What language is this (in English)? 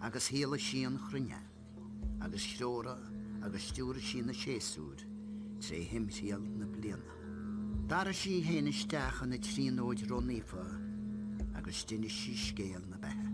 Irish